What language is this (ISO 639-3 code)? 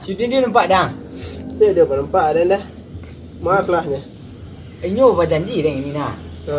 min